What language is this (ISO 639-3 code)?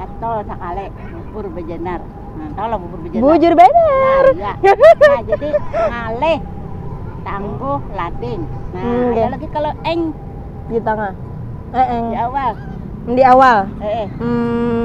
bjn